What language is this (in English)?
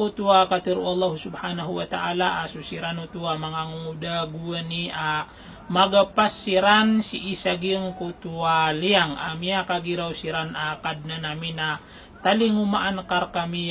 Maranao